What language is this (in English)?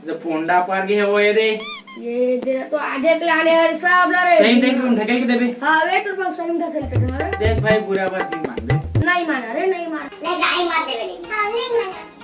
Chhattisgarhi